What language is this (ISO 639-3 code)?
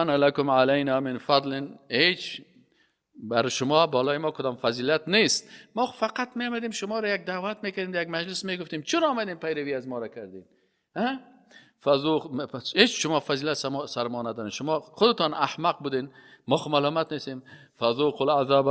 fas